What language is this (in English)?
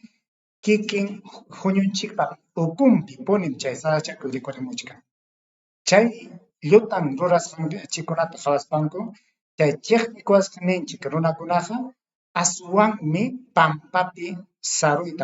Ayacucho Quechua